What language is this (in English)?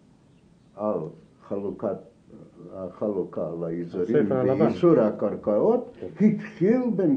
Hebrew